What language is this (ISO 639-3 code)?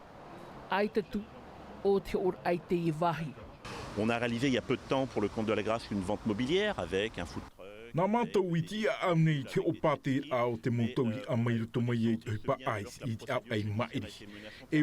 tah